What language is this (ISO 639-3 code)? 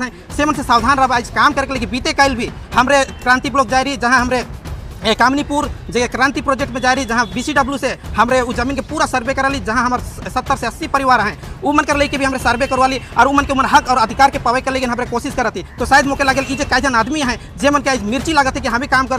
sck